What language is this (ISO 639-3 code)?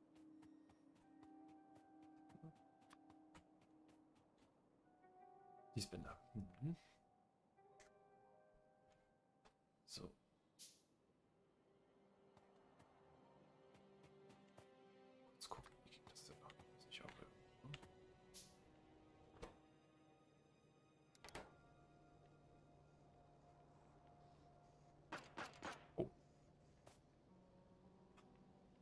deu